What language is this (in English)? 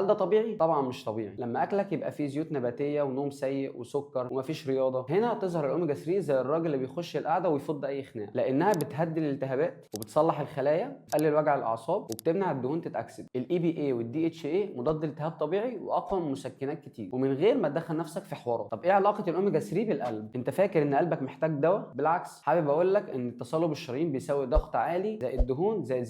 Egyptian Arabic